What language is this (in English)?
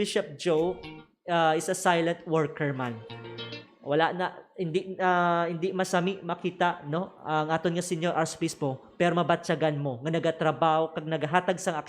Hiligaynon